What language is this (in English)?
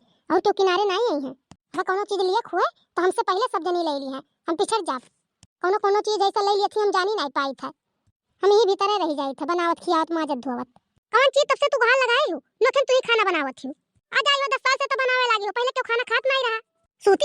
Awadhi